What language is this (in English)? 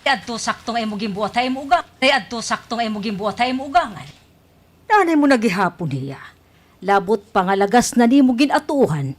Waray